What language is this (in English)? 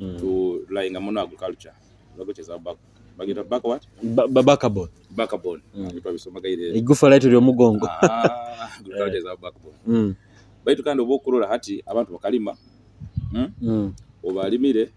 Nyoro